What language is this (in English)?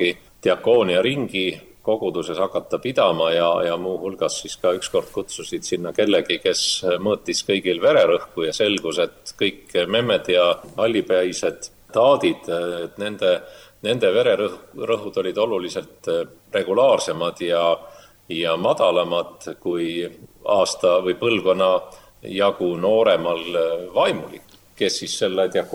Estonian